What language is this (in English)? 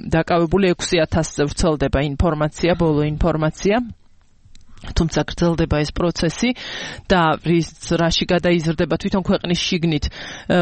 Georgian